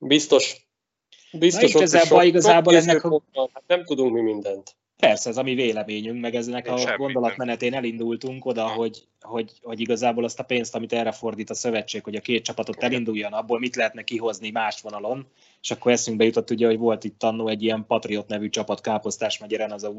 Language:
Hungarian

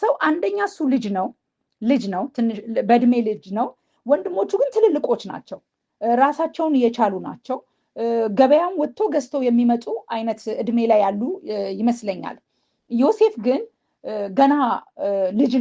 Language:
Amharic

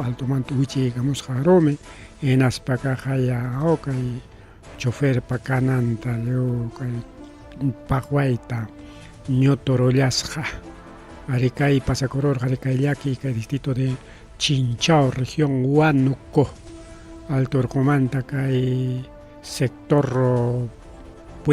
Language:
Ayacucho Quechua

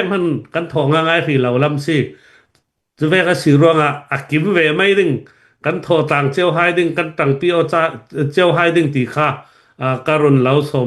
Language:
Hakha Chin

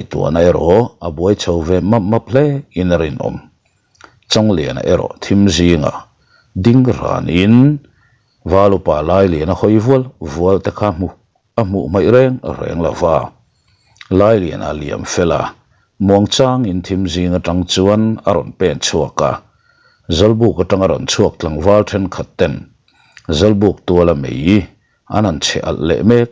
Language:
Mizo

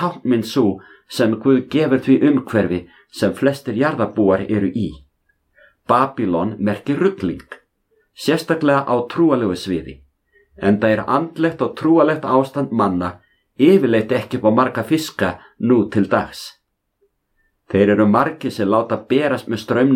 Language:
Icelandic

